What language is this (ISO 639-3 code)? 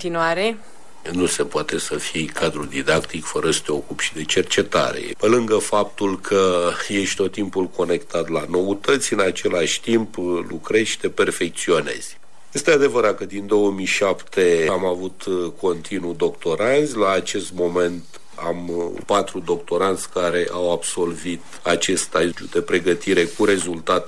ron